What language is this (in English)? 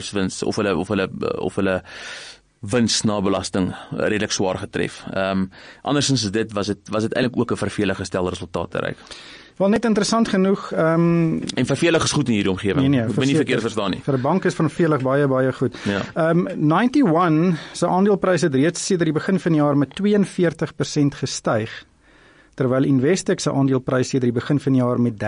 Afrikaans